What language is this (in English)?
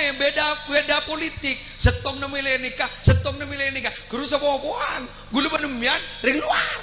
Madurese